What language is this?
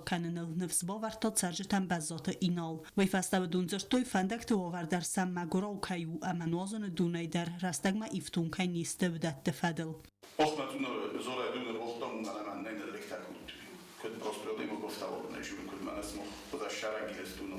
Ossetic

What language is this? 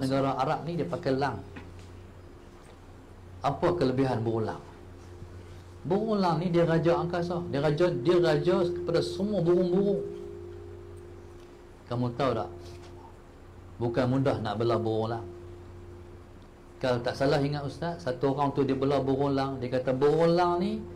Malay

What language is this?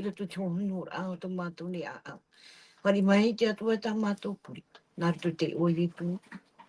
Tahitian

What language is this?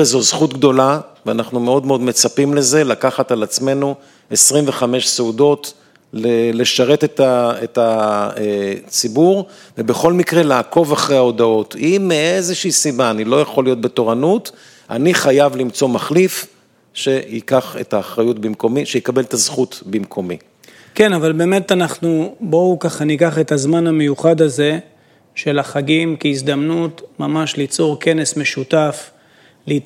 Hebrew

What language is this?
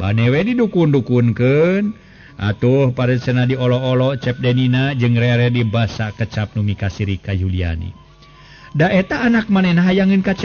Sundanese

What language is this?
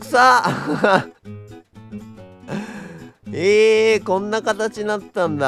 Japanese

